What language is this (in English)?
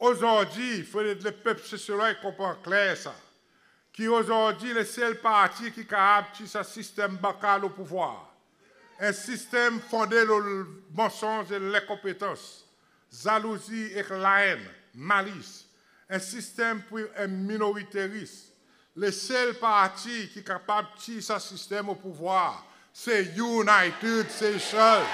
Seselwa Creole French